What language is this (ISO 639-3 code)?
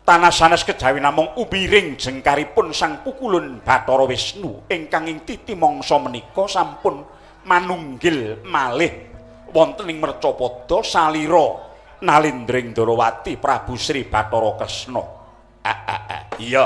jav